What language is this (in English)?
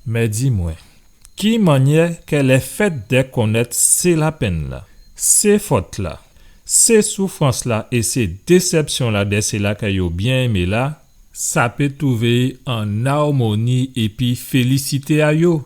Guadeloupean Creole French